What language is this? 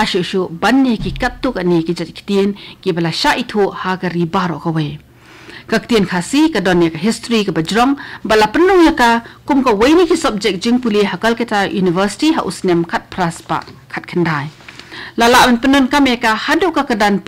Khasi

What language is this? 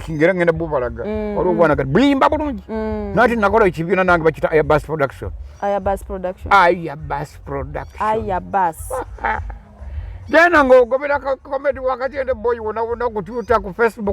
Ganda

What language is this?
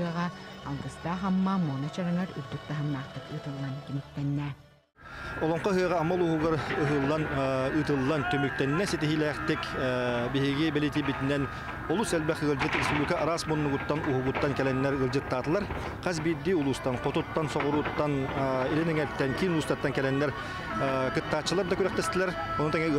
Yakut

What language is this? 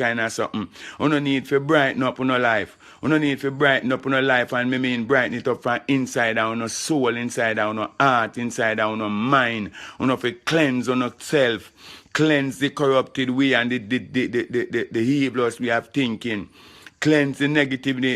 Jamaican Creole English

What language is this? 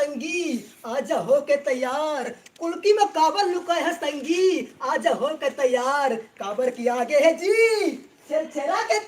Chhattisgarhi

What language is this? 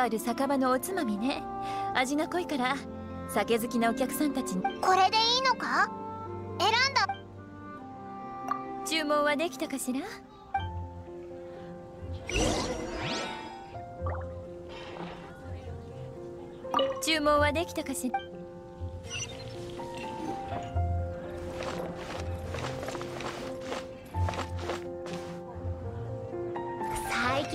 Japanese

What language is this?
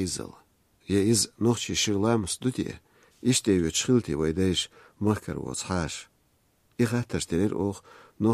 Chechen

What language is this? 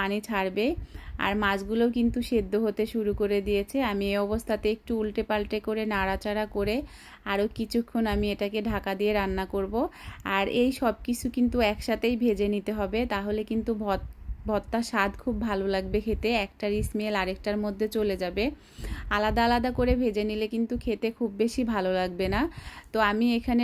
Bangla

